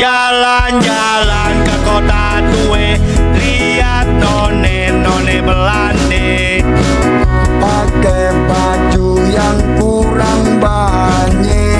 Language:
Betawi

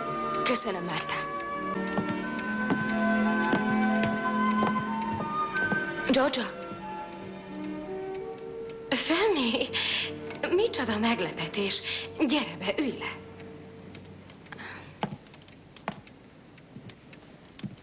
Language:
Hungarian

